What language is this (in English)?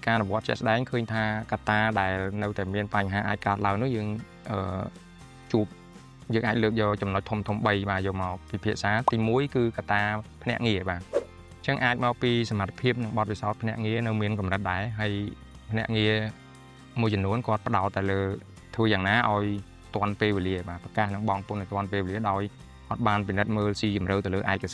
Khmer